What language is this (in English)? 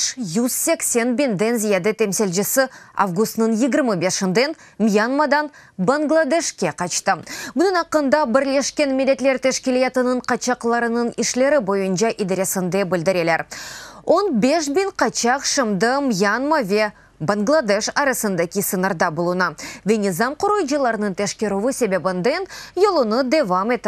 Crimean Tatar